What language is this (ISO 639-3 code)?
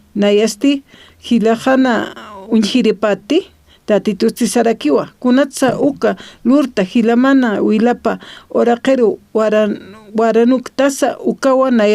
aym